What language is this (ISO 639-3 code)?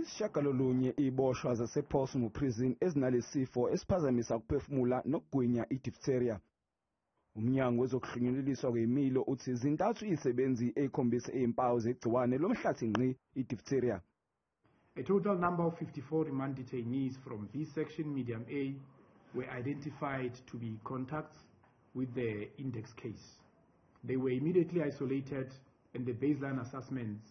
zul